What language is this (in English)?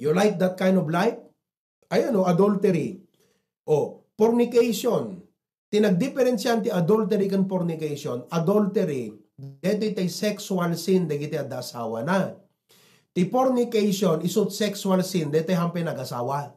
Iloko